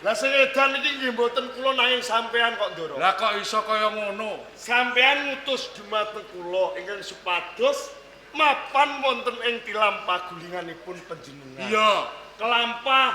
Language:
Javanese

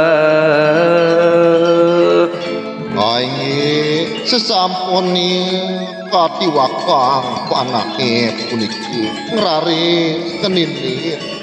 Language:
Balinese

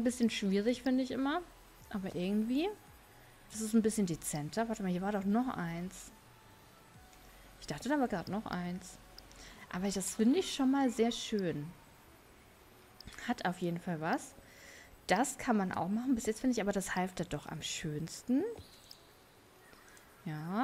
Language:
German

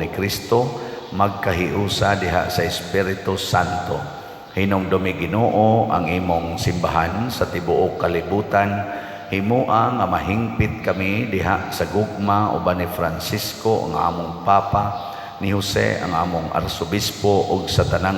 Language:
Cebuano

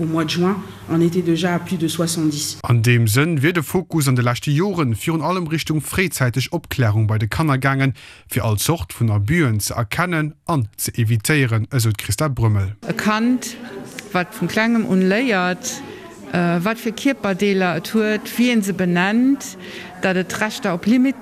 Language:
Luxembourgish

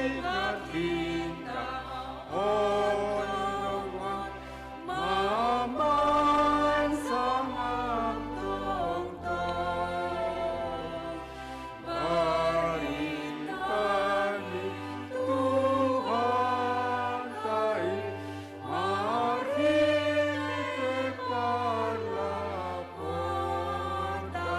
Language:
Batak Simalungun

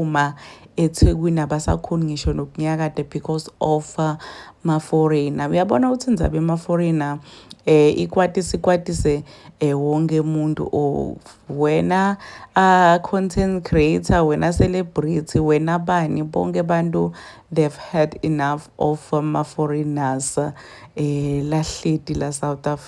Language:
Zulu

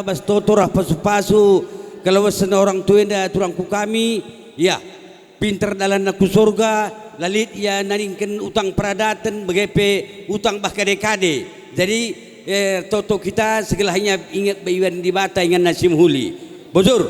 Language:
Batak Karo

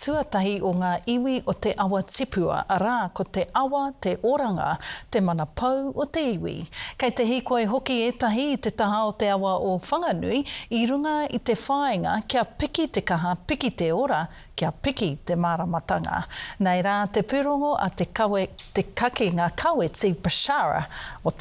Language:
Māori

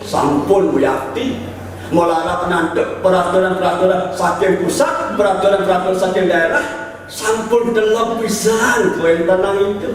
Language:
Balinese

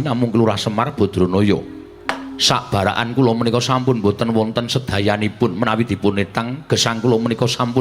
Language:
Javanese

